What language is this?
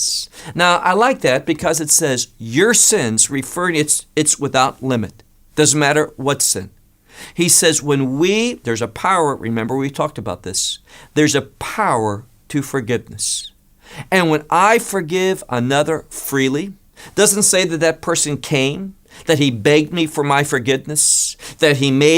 English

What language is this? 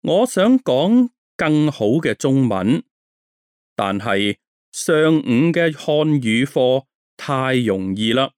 Cantonese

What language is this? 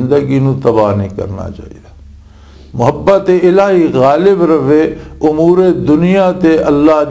Western Panjabi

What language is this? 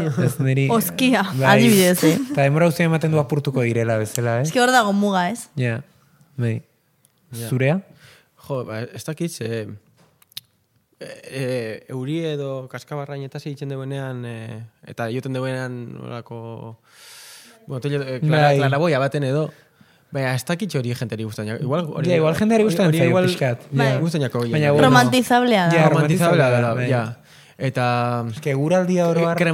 Basque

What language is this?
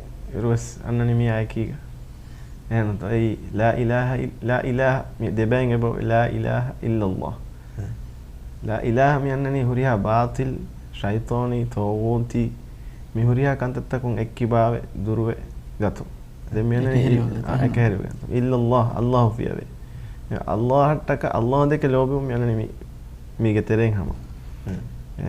Divehi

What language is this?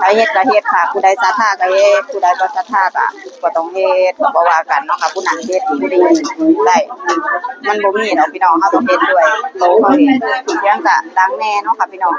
Northeastern Thai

